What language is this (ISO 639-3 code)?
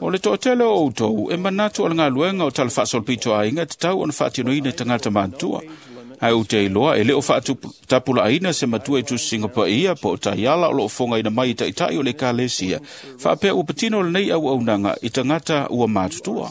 smo